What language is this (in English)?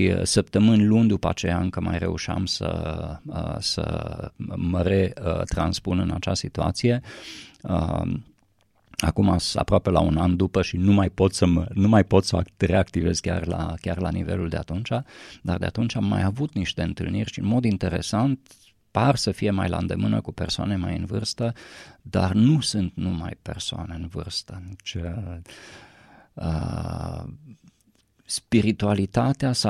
Romanian